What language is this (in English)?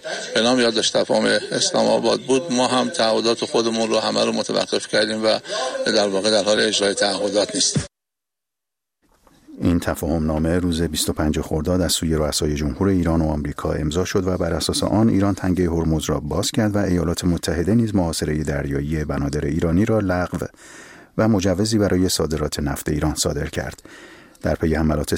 Persian